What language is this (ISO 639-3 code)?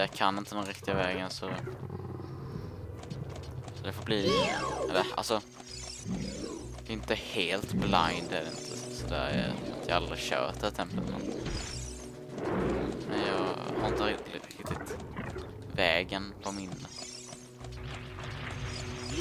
swe